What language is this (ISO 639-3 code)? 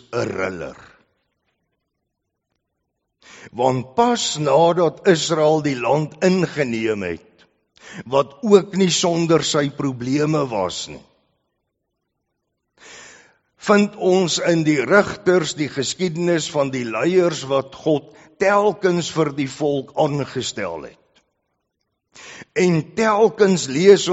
afr